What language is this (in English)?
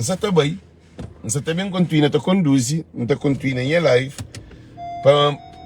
Kabuverdianu